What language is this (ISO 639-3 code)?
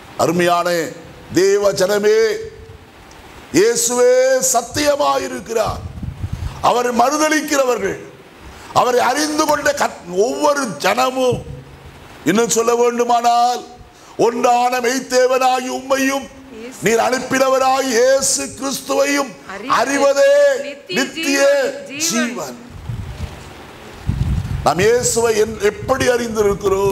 tam